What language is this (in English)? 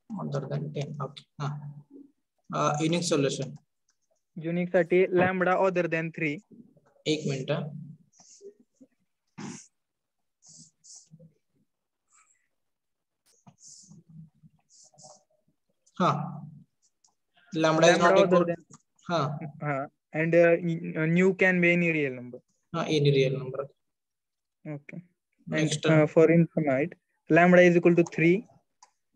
Marathi